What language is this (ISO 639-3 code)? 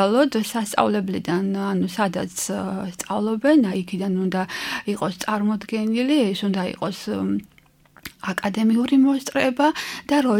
kat